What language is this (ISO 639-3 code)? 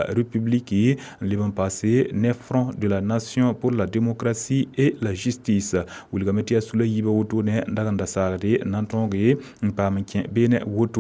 mos